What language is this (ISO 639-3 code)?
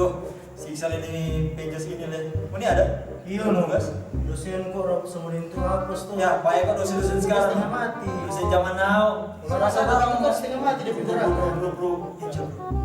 xmm